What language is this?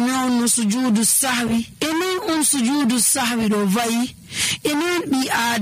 Nigerian Fulfulde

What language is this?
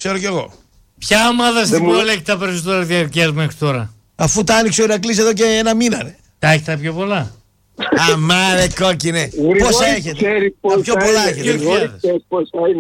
Greek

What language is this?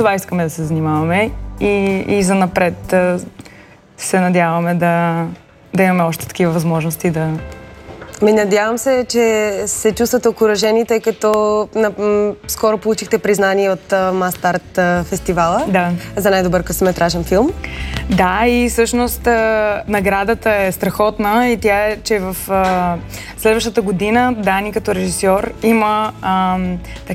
Bulgarian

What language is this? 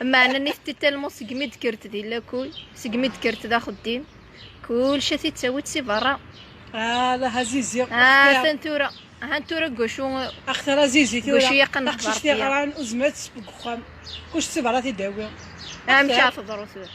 Kabyle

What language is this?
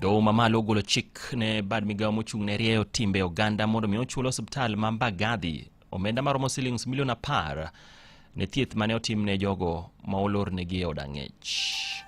Luo (Kenya and Tanzania)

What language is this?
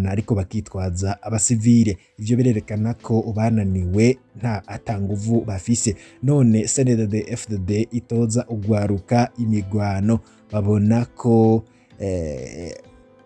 Rundi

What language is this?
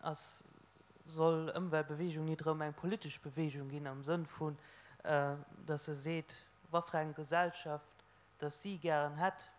Luxembourgish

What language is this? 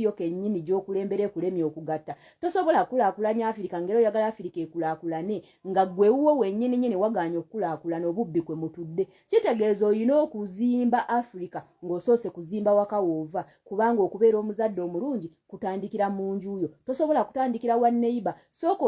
Ganda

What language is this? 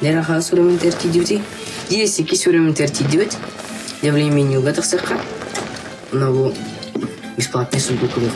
Yakut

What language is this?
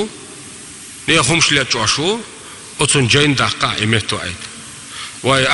Chechen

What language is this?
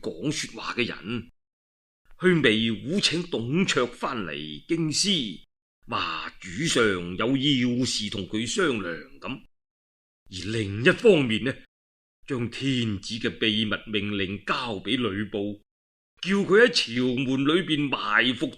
Cantonese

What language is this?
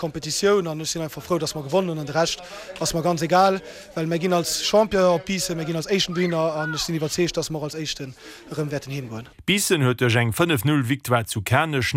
Luxembourgish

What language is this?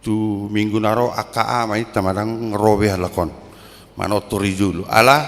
Batak Toba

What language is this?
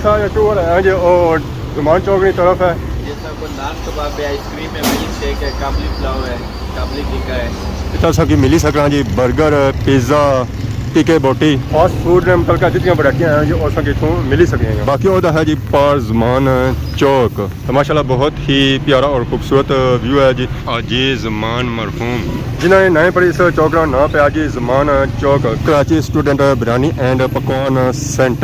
Pahari-Potwari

